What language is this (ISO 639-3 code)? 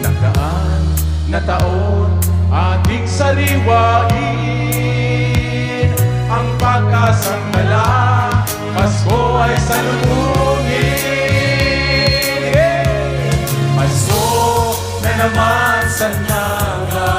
bik